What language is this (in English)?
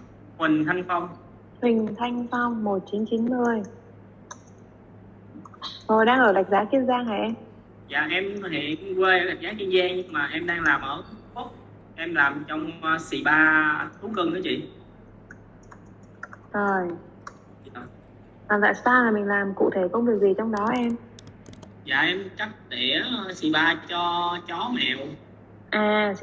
Vietnamese